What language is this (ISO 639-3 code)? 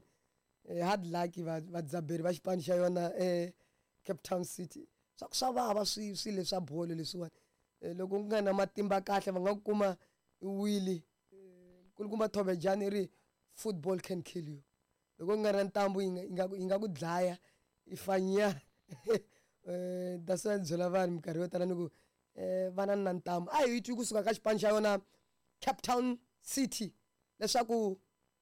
tso